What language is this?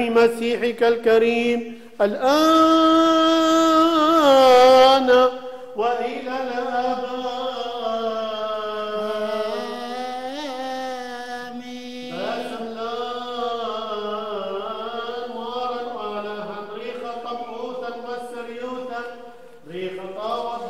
Arabic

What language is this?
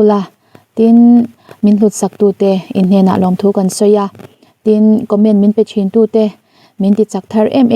Mizo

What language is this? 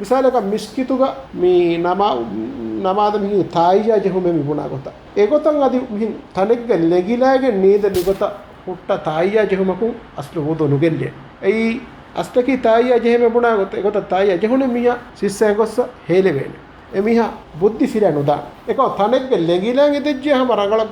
Divehi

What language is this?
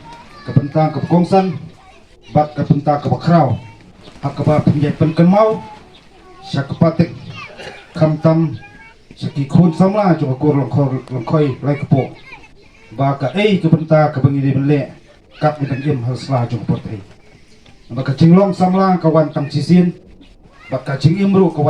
Khasi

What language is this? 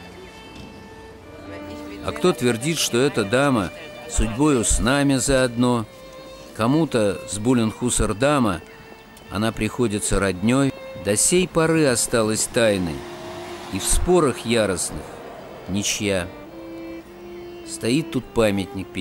Russian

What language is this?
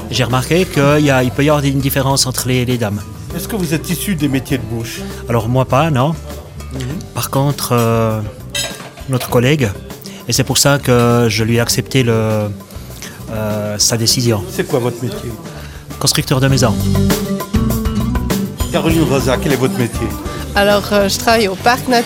French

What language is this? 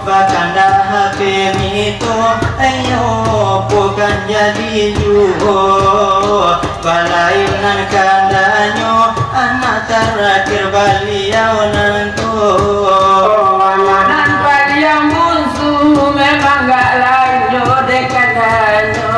Minangkabau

